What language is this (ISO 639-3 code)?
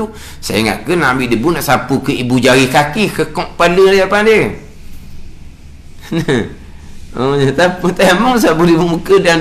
msa